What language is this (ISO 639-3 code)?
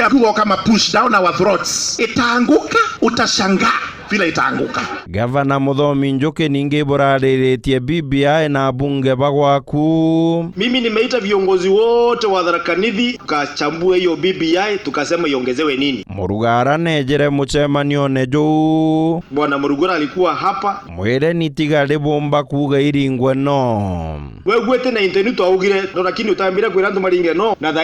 mer